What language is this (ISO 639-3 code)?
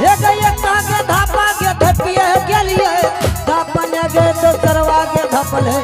anp